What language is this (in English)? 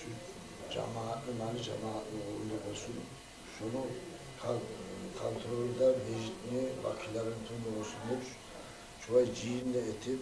Kumyk